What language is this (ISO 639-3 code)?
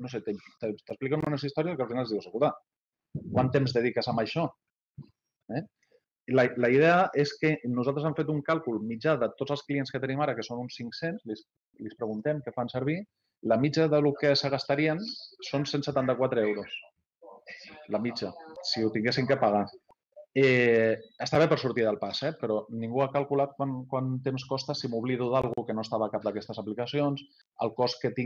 cat